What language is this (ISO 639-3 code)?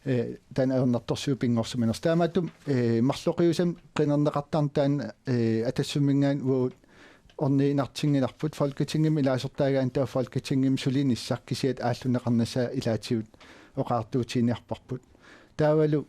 kal